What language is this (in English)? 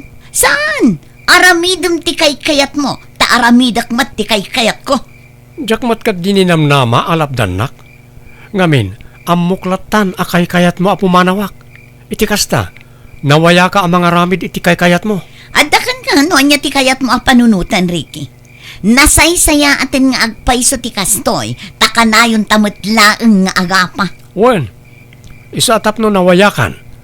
Iloko